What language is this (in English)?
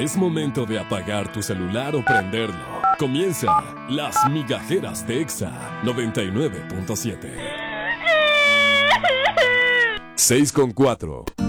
Spanish